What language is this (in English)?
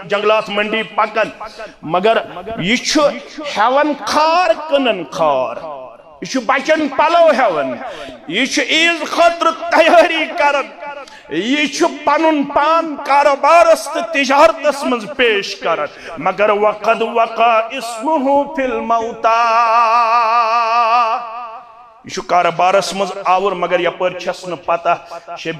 Kashmiri